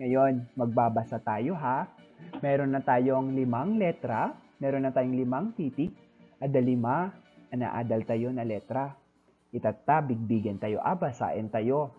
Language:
Iloko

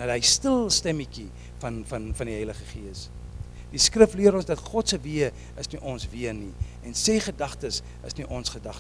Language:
Afrikaans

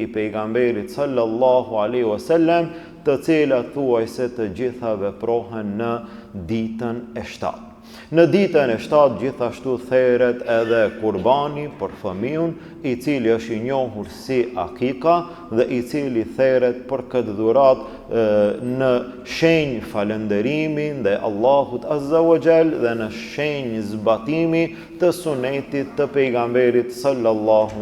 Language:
Albanian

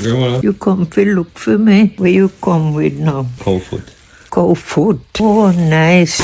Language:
Jamaican Creole English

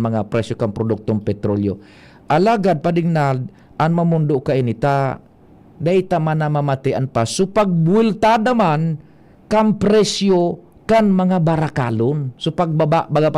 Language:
Bikol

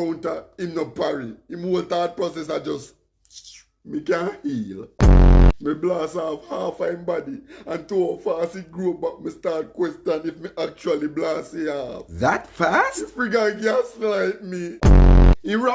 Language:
Jamaican Creole English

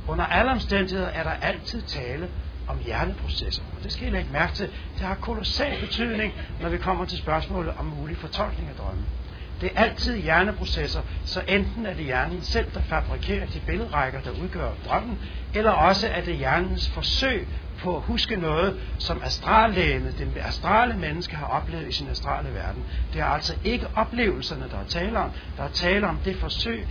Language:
Danish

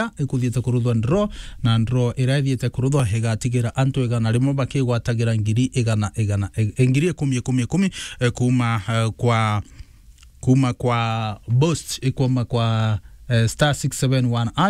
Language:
Meru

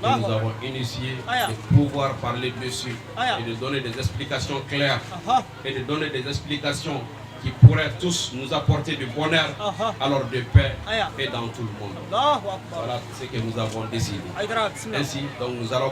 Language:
Bambara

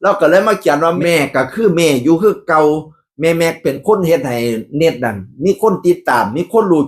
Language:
Northeastern Thai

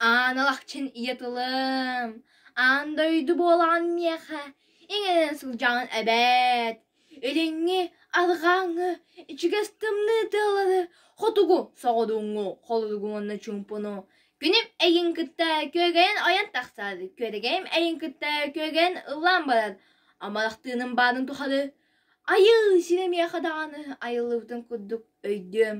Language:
Yakut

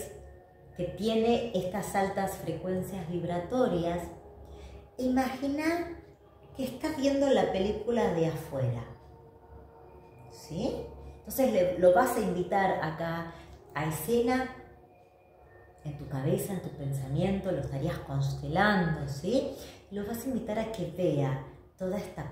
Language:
Spanish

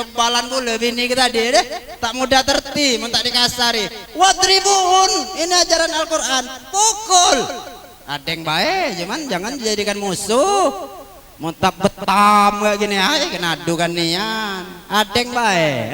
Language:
Musi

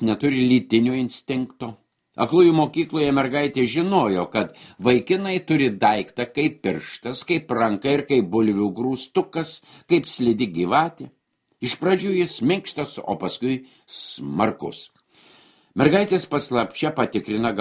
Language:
Lithuanian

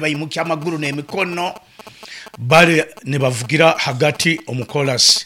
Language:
Nyoro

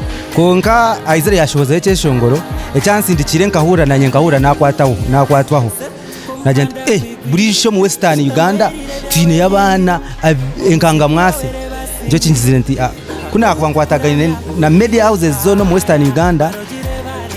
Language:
Nyankole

